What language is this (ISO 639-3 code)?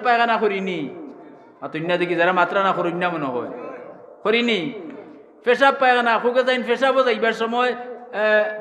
syl